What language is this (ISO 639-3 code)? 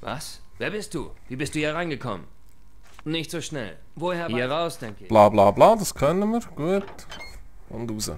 gsw